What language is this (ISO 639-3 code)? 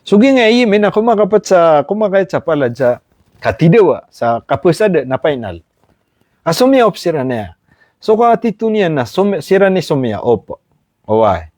mrw